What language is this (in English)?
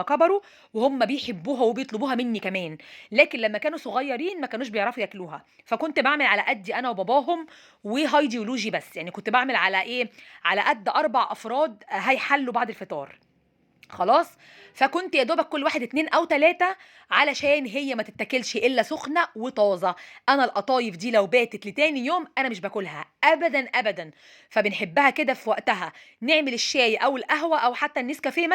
Egyptian Arabic